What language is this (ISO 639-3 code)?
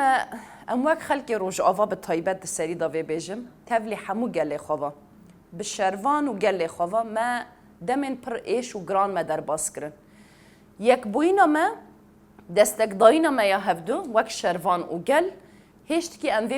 kur